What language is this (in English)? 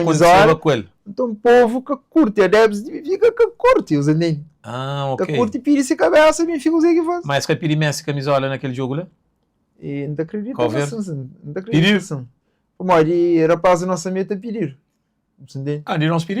Kabuverdianu